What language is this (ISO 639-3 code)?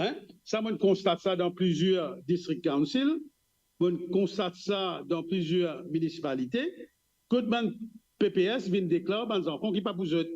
mfe